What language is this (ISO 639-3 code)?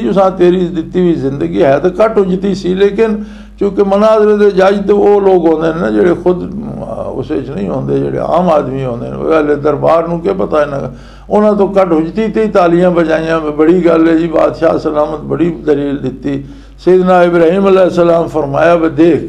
lah